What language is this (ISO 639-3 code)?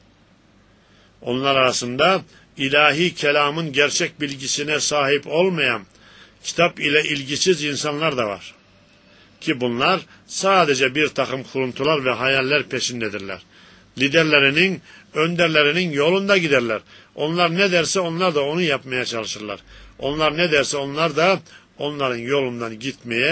tur